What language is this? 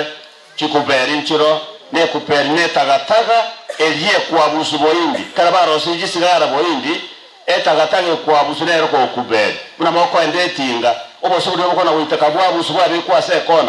Gusii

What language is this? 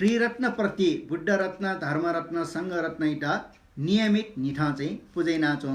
Newari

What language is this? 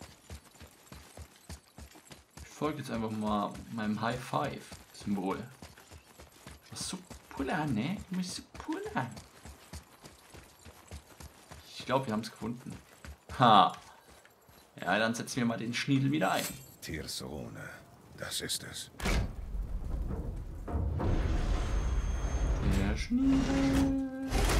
German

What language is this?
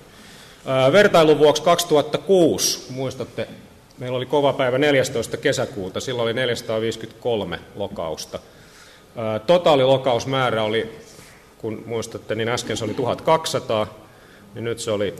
Finnish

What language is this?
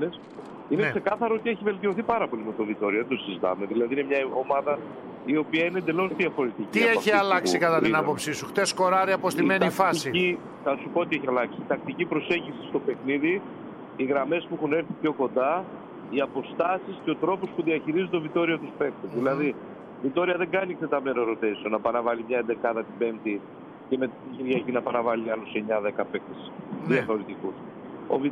Greek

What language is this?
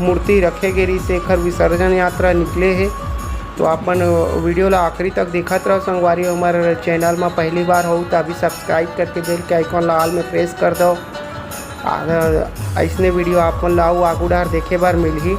Chhattisgarhi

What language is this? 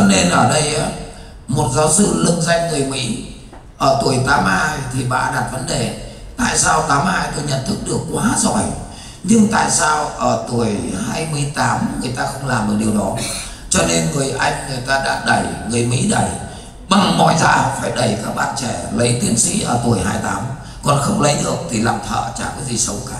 Vietnamese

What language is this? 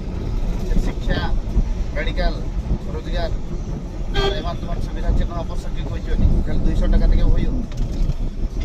Santali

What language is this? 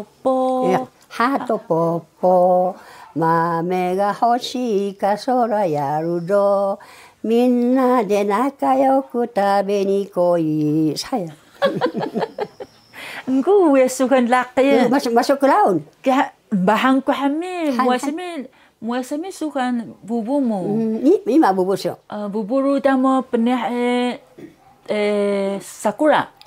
Taroko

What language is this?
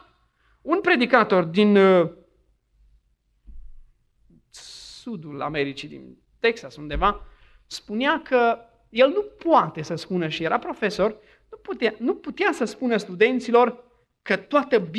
Romanian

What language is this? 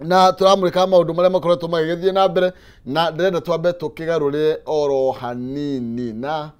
Kikuyu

